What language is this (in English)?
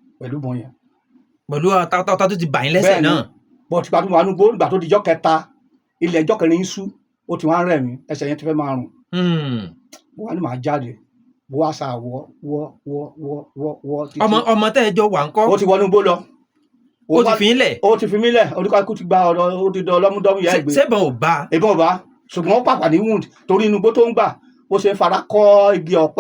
Yoruba